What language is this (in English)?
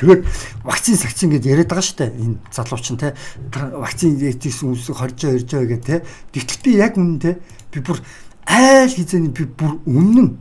Mongolian